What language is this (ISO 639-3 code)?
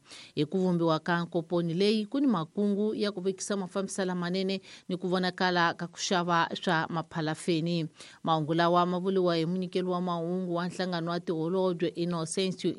tso